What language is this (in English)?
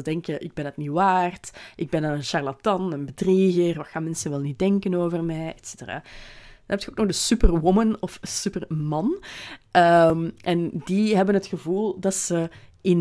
Dutch